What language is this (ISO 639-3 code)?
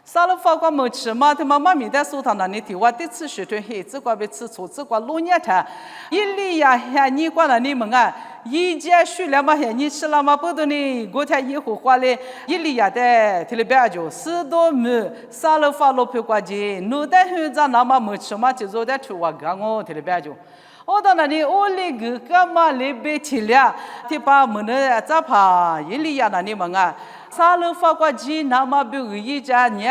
lis